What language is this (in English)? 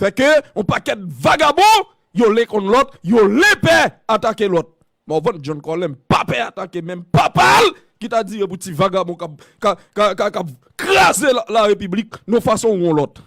Haitian Creole